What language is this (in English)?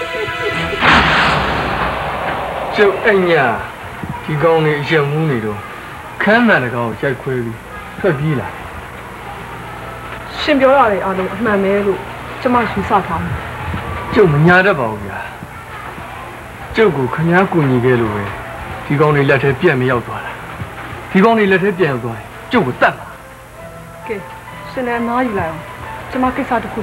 Burmese